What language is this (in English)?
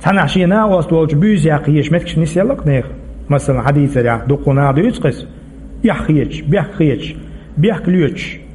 Chechen